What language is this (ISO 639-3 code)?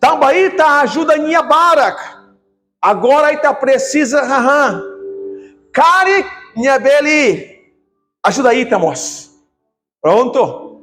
tet